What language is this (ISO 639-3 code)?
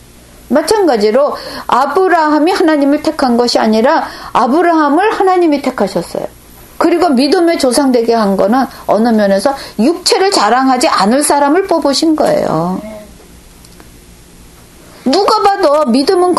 kor